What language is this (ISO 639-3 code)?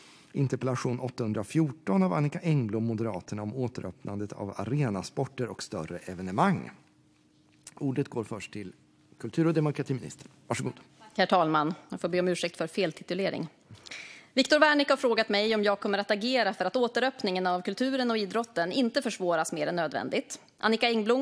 swe